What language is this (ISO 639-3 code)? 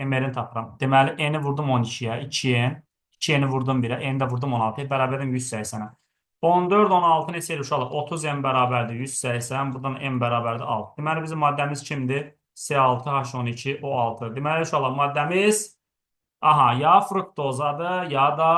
aze